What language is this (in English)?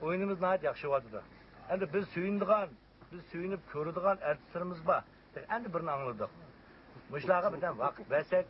Uyghur